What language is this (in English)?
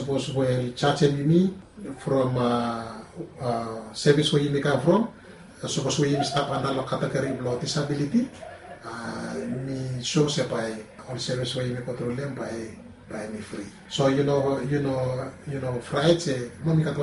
Bislama